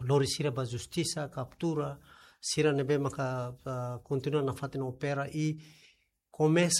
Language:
Tetum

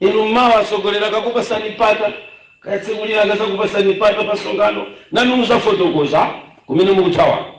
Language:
Nyanja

